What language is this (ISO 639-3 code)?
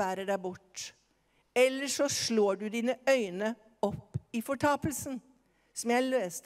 nor